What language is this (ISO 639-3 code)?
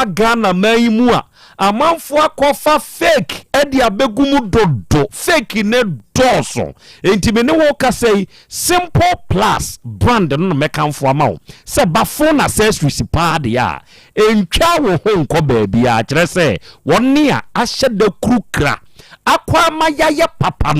aka